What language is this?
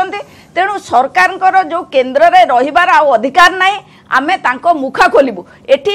Odia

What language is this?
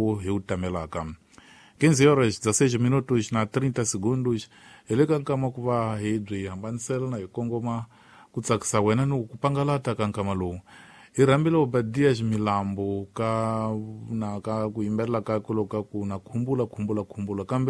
Tsonga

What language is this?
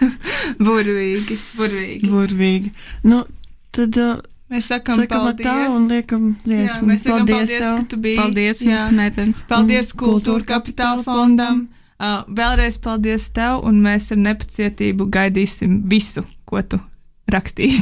Latvian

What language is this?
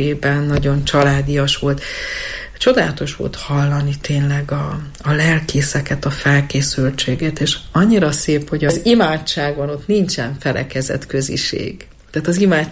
Hungarian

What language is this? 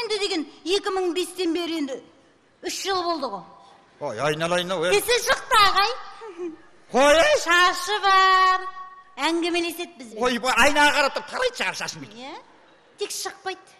Kazakh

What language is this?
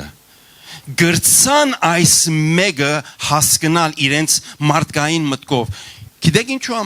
Western Armenian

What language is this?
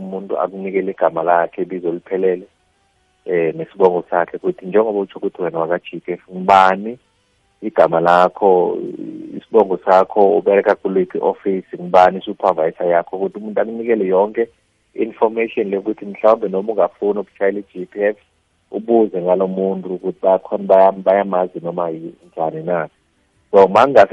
South Ndebele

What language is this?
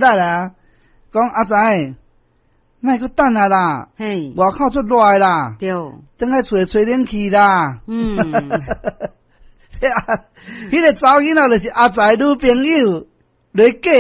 Min Nan Chinese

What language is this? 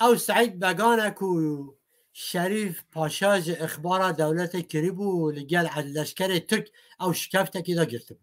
Kurdish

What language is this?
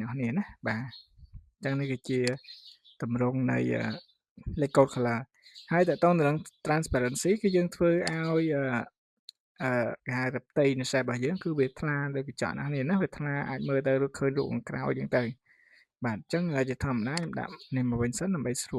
Khmer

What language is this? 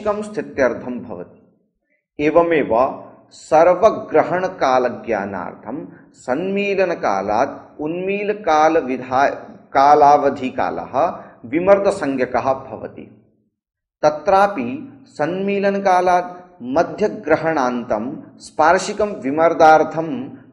Sanskrit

